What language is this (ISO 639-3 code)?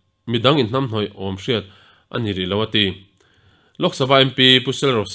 lus